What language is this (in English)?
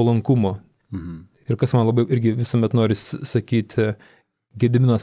Lithuanian